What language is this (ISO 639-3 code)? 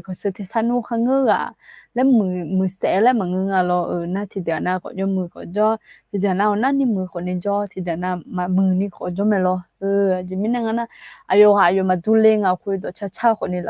ahk